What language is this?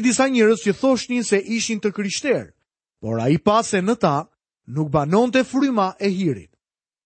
Albanian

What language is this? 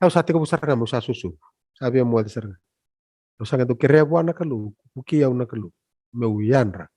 Fijian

